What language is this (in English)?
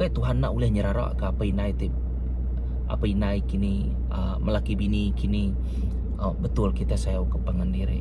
Iban